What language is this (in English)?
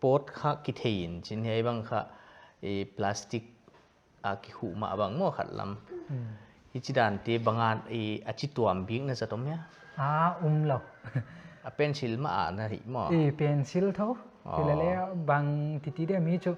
Paite Chin